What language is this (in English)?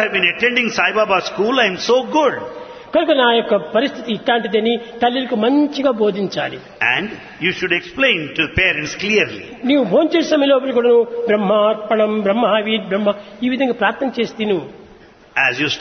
Telugu